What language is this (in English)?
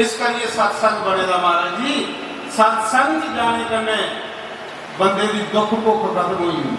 Dogri